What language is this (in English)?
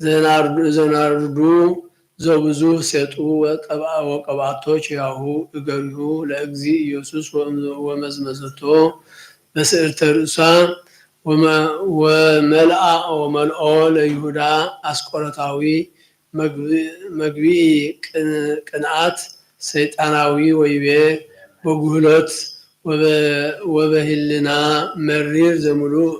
Geez